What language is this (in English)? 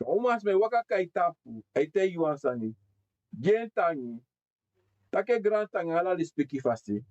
Sranan Tongo